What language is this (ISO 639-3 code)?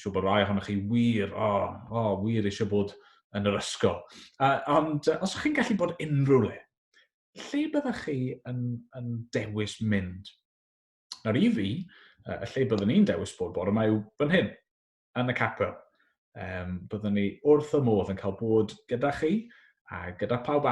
cym